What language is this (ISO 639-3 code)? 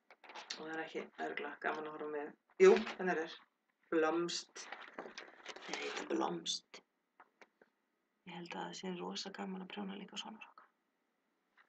isl